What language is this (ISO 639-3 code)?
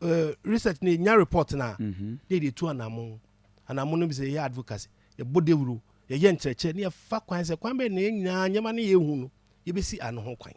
aka